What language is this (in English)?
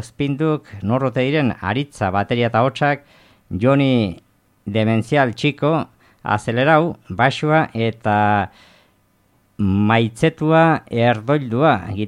Basque